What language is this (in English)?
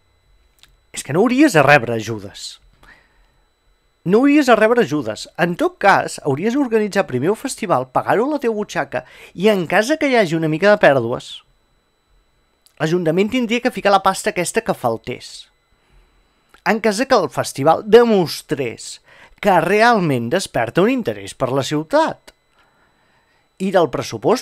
Catalan